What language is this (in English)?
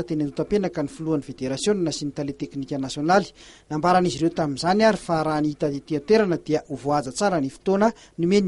Malagasy